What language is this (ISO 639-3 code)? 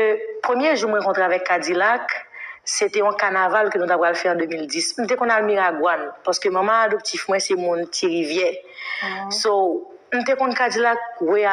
hat